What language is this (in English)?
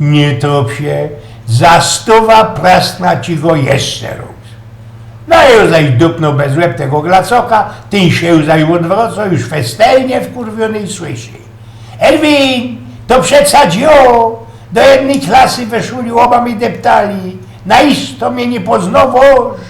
Silesian